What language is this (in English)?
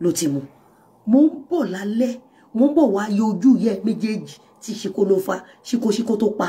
Yoruba